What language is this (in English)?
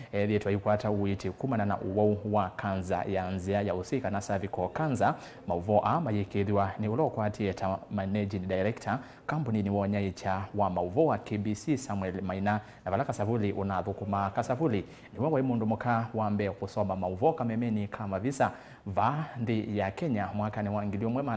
Kamba